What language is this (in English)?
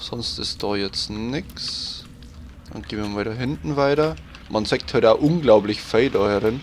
Bavarian